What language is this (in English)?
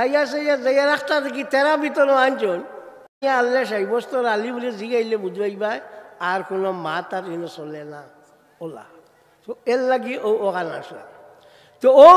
Sylheti